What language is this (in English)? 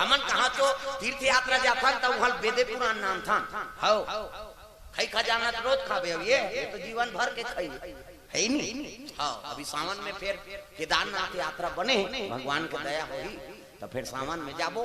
Chhattisgarhi